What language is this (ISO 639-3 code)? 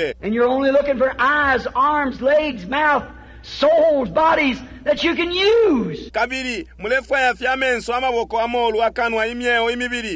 bem